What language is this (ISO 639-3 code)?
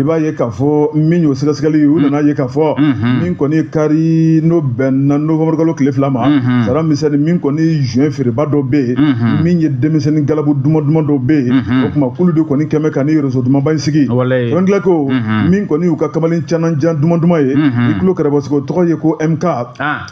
bam